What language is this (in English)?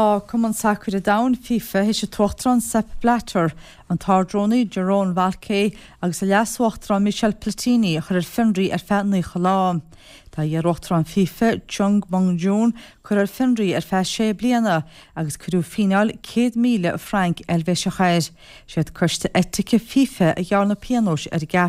Irish